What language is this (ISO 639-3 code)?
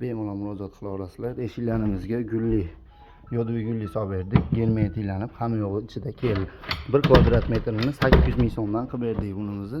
uzb